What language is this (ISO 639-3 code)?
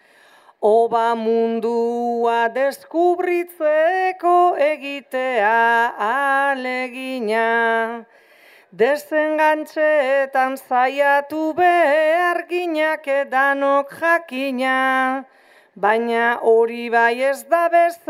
eus